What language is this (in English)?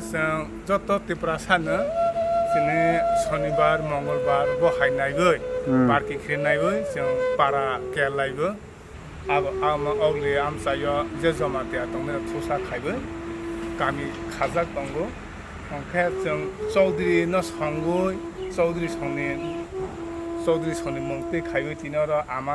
Kok Borok